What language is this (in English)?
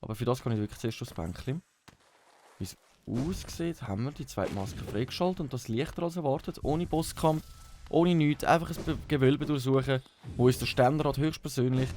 Swiss German